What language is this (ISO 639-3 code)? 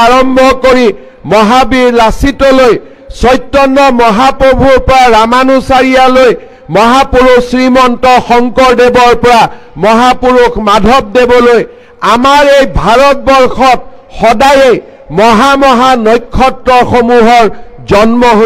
asm